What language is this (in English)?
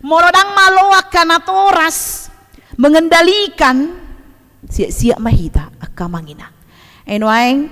Batak Toba